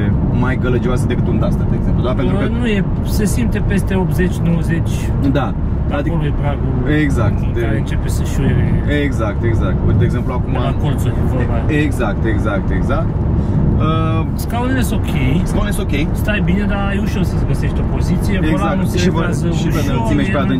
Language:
Romanian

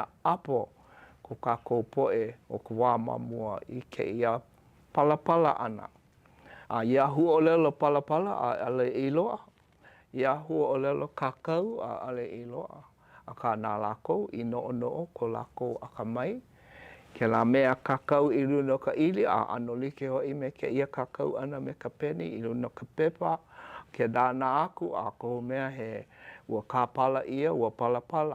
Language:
Hawaiian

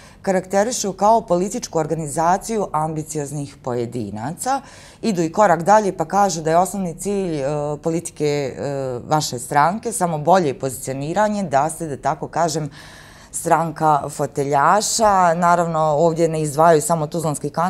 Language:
Bosnian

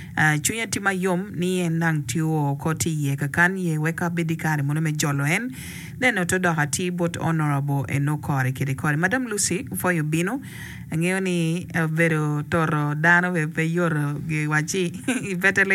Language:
Acoli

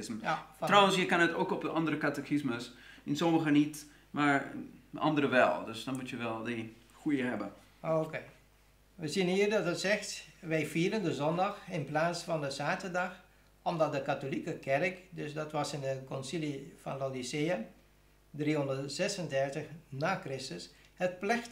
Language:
Dutch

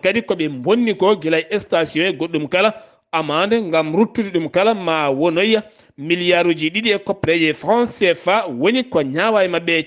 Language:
Fula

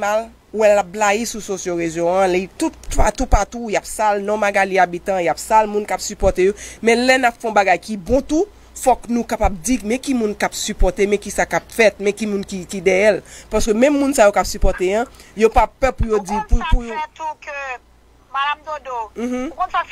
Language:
Haitian Creole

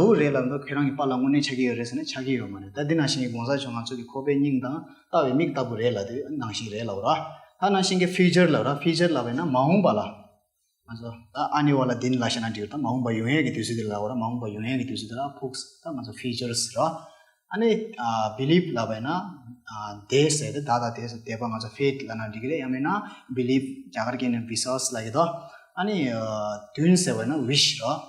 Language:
Tibetan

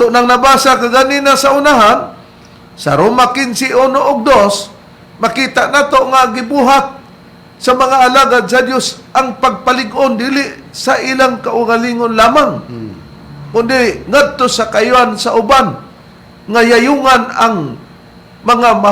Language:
Cebuano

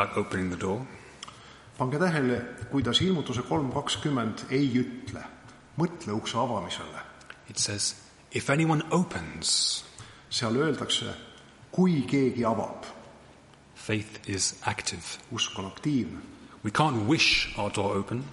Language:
Estonian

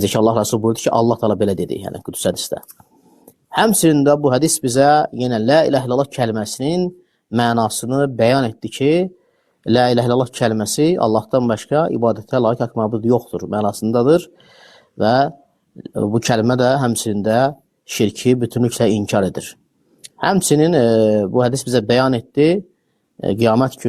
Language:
Azerbaijani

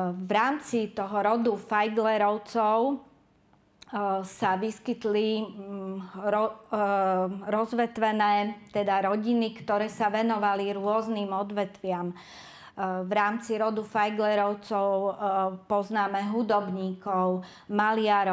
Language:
Slovak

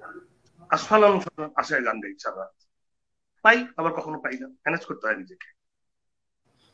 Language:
Bangla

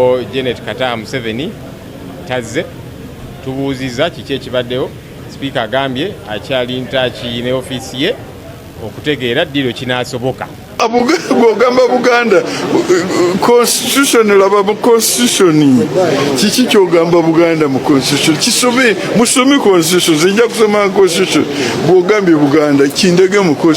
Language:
Ganda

